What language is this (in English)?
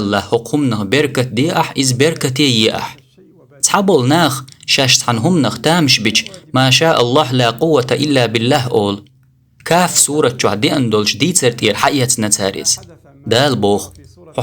Chechen